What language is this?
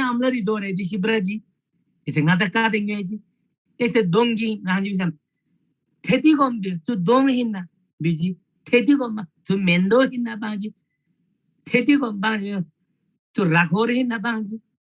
Eastern Tamang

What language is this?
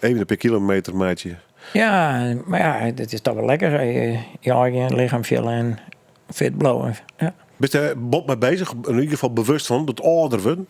Western Frisian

